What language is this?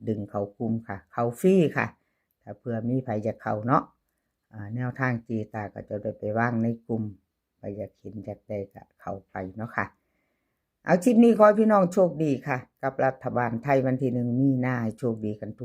Northeastern Thai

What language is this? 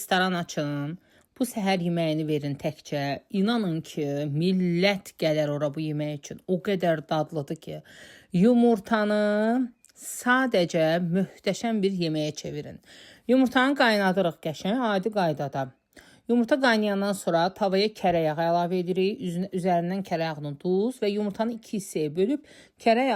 Azerbaijani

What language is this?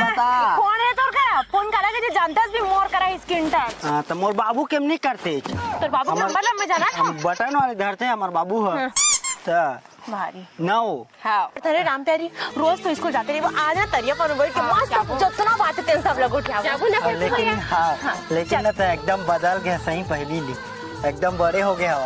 Chhattisgarhi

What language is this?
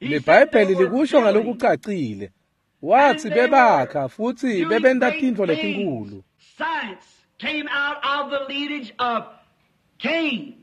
Swati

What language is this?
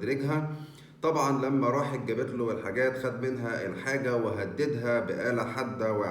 Egyptian Arabic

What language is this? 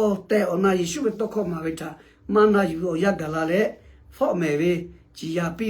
Lahu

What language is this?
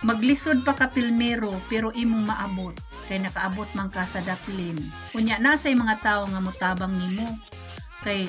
Cebuano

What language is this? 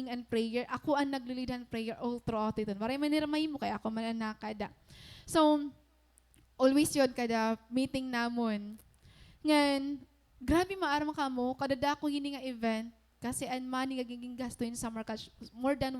Waray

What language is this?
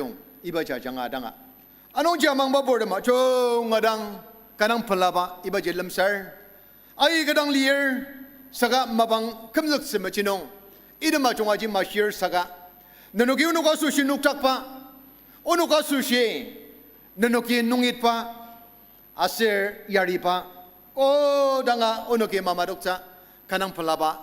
Ao Naga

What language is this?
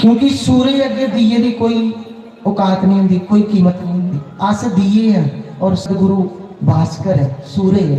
Dogri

